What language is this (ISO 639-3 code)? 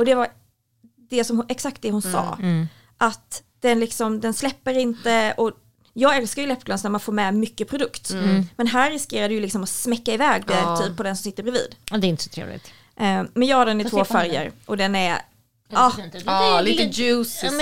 swe